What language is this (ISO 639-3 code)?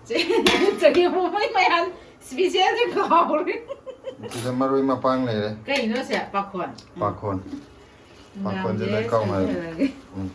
mni